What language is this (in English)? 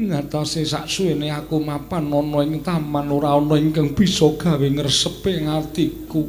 Javanese